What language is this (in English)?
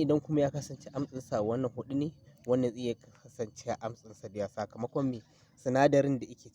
Hausa